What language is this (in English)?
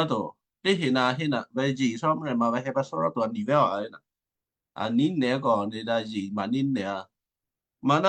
Western Kayah